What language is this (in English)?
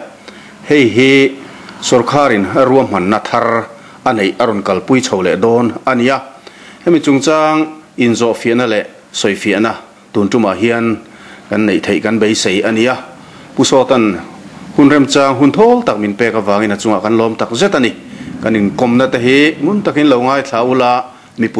Mizo